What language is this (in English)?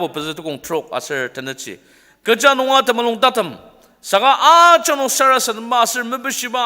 Ao Naga